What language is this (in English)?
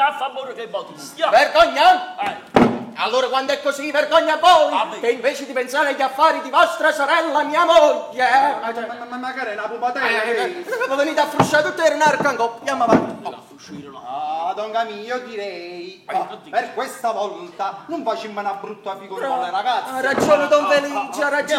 Neapolitan